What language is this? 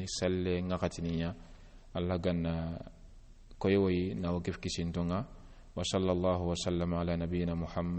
Soninke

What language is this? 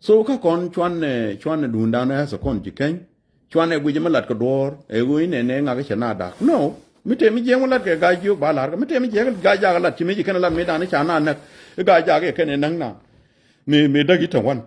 Nuer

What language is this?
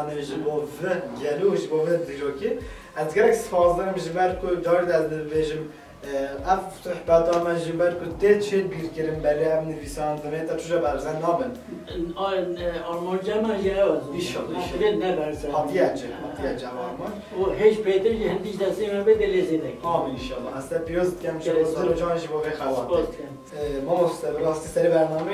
Kurdish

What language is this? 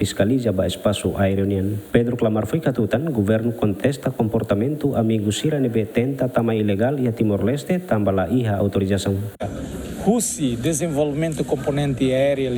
Tetum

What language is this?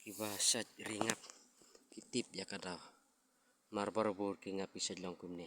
Khasi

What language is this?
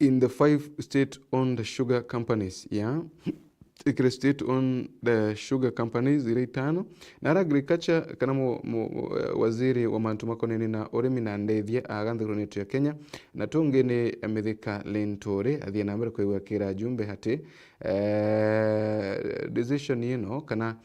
Meru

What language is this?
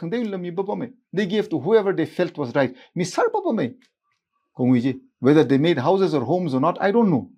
Tangkhul Naga (India)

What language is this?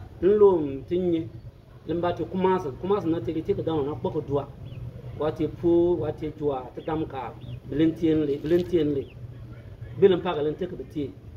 Bimoba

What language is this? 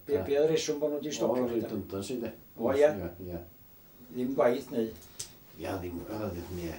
Welsh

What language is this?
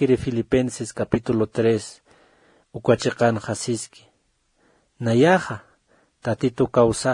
Aymara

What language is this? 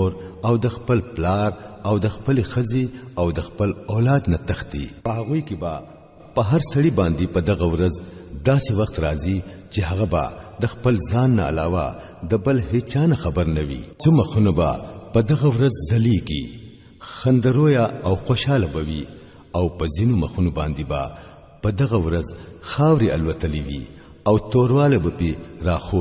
Pashto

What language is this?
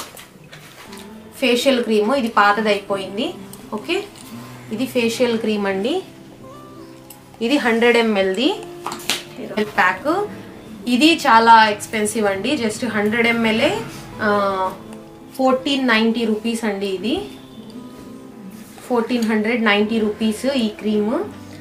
Telugu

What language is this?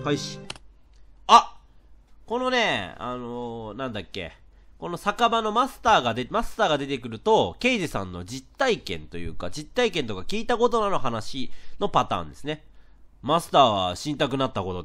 Japanese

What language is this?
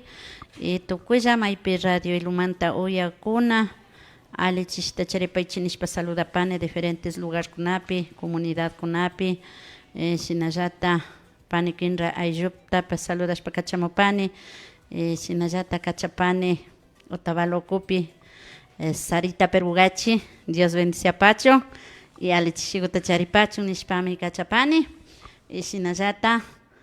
Imbabura Highland Quichua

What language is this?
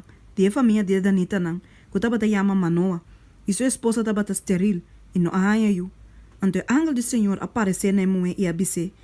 Papiamento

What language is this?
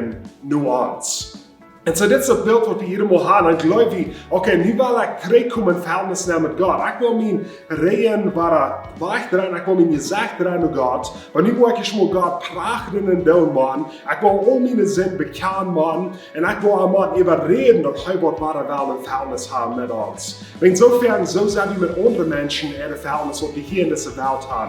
Plautdietsch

